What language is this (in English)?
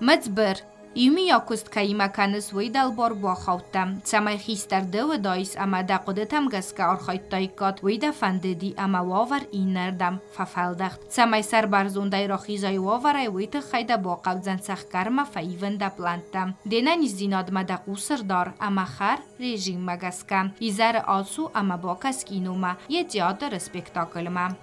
Ossetic